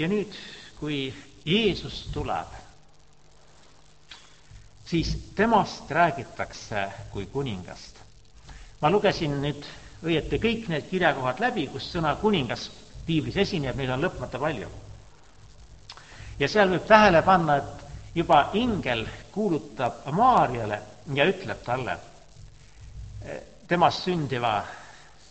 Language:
Estonian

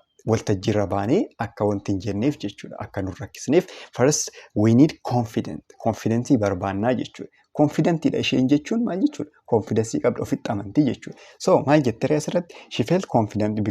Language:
Oromo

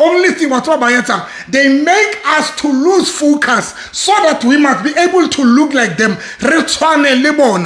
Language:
Southern Sotho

